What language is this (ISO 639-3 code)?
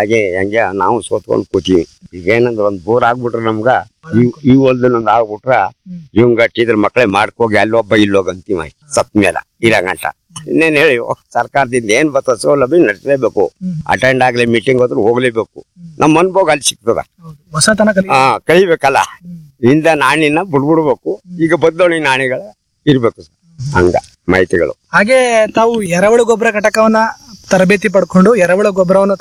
kan